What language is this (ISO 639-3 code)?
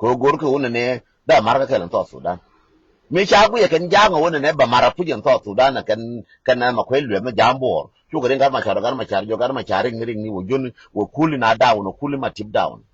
nus